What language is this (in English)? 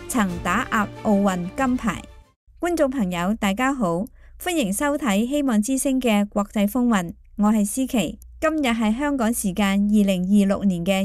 Cantonese